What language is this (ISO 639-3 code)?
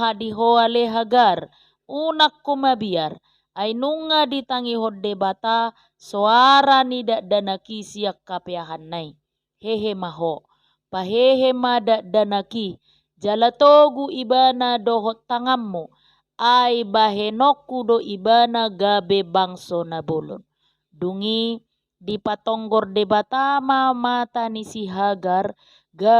bbc